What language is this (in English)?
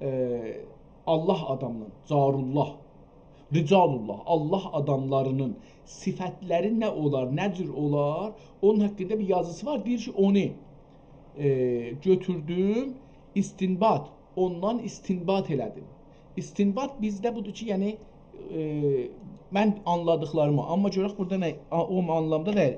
South Azerbaijani